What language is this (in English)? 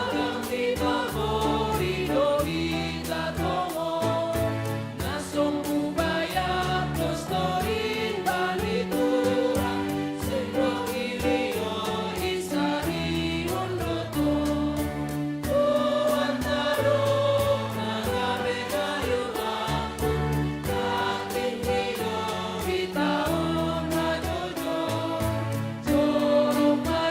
Batak Simalungun